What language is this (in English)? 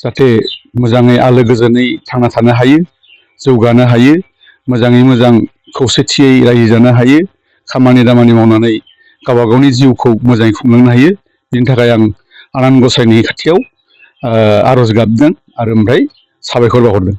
Bodo